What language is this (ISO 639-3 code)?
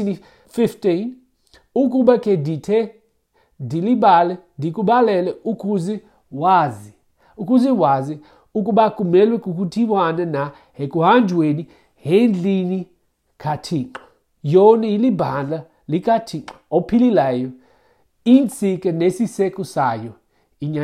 xho